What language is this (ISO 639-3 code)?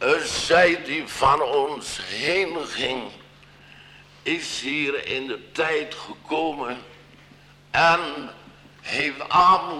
nld